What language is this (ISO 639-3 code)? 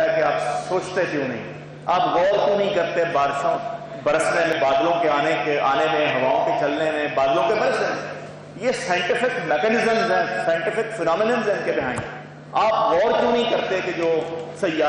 urd